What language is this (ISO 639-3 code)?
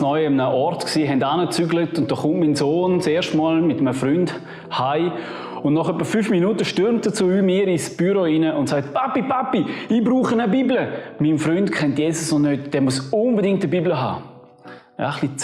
gsw